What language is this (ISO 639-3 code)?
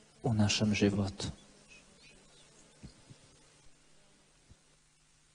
hrv